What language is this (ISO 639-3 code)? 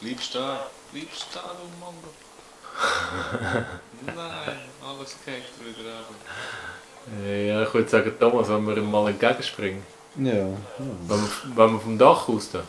gsw